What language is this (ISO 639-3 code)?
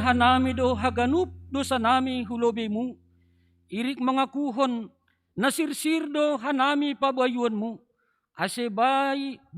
bts